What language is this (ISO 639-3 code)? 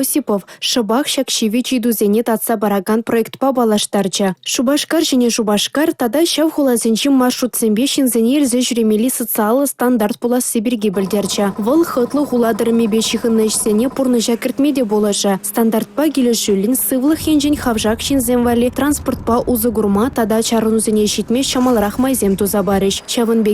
chv